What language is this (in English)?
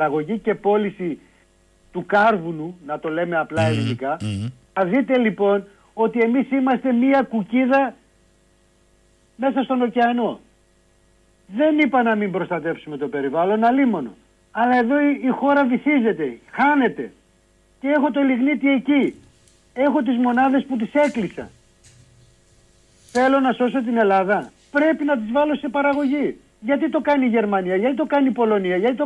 Greek